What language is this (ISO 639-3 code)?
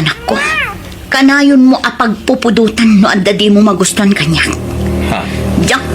ilo